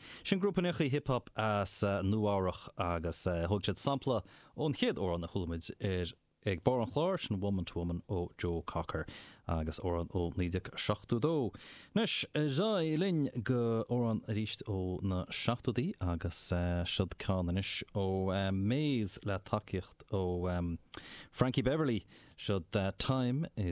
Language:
Irish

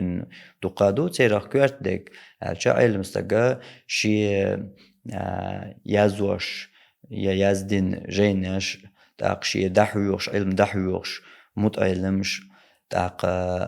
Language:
Chechen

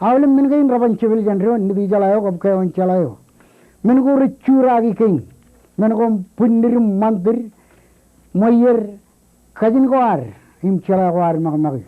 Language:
Marshallese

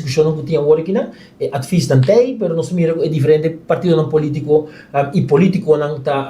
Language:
Papiamento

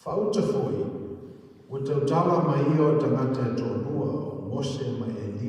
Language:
Samoan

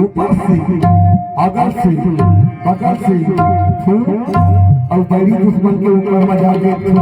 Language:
Chhattisgarhi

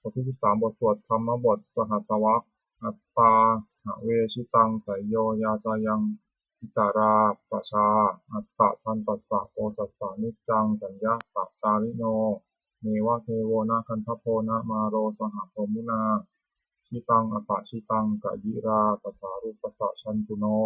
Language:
Pali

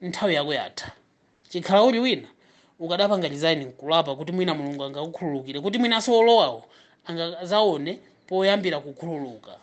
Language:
Nyanja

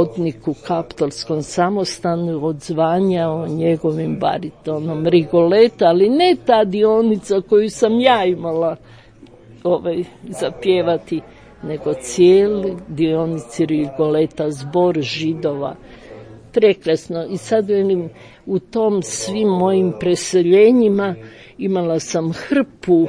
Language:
Croatian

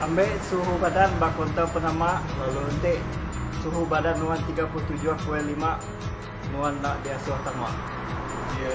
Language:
Iban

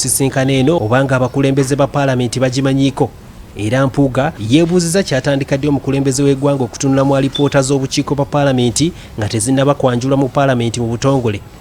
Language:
Ganda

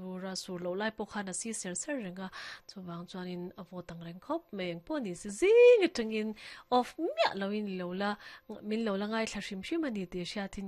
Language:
Mizo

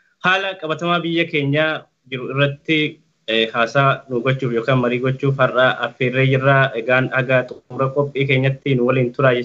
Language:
Oromo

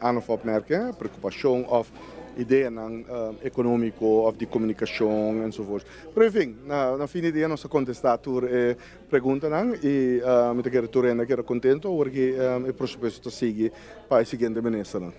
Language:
Papiamento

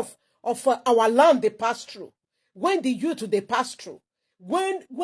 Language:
Nigerian Pidgin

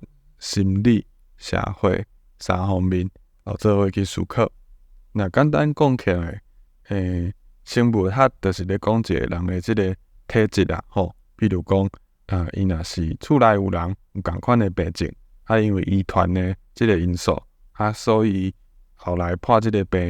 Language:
Min Nan Chinese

